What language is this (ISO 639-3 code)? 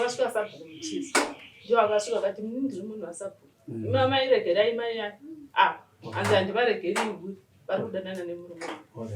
sna